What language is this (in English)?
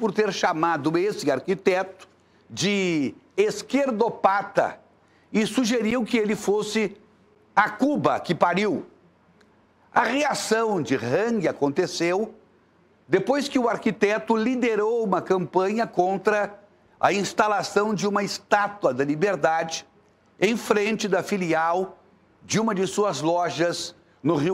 Portuguese